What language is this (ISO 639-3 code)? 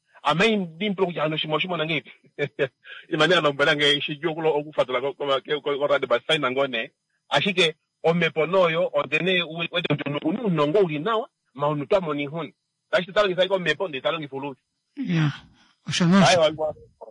kua